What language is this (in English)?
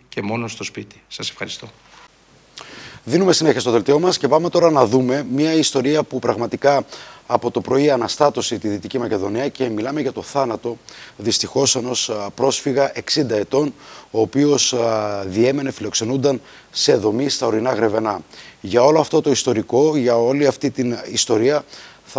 Greek